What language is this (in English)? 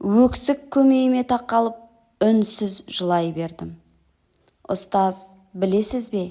Kazakh